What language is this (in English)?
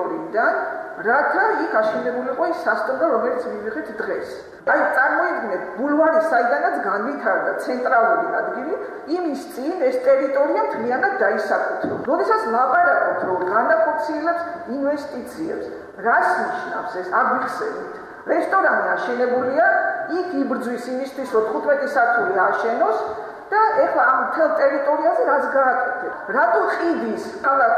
Georgian